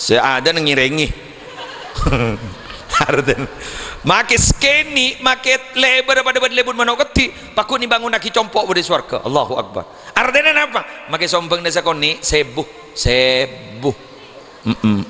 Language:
Madurese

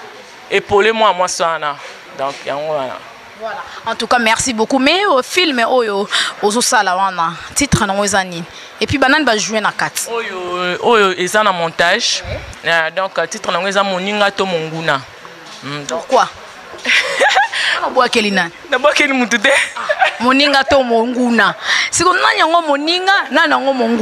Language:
Lingala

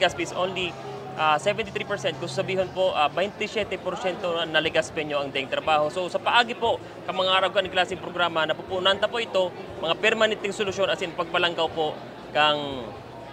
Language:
Bikol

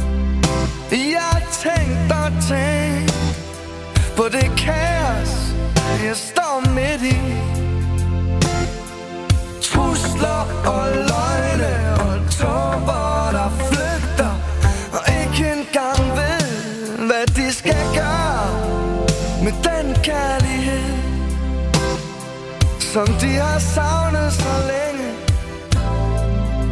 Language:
Danish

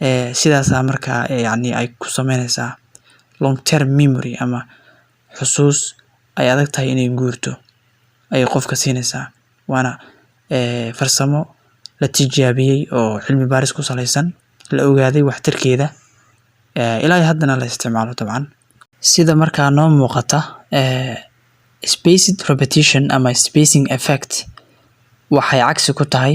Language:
Somali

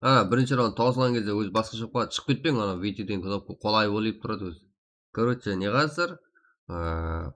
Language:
Kara-Kalpak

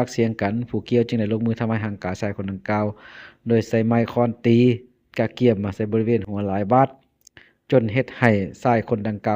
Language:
Lao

